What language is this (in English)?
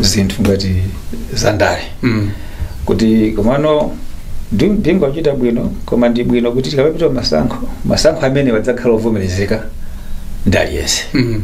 Nyanja